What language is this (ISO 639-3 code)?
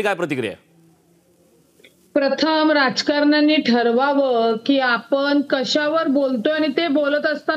mar